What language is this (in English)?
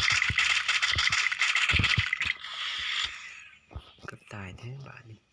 Lao